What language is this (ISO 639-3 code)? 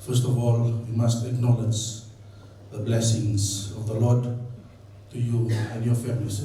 fij